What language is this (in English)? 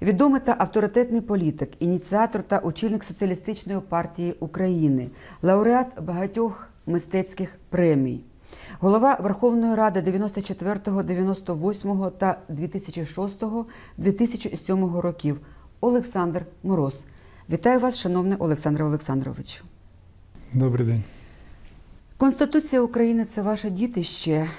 Ukrainian